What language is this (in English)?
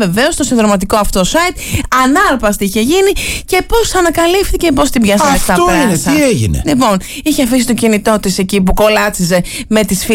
Greek